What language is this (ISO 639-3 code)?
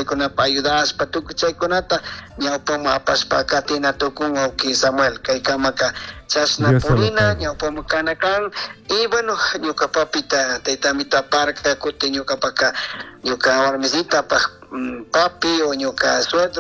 qug